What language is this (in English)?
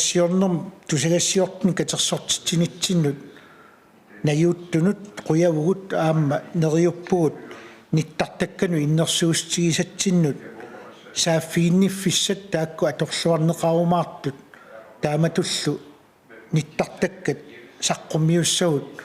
Kalaallisut